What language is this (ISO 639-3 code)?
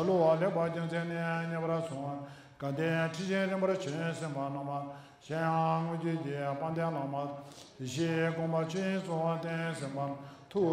bod